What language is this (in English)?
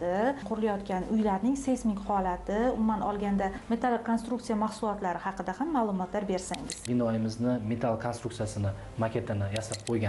Uzbek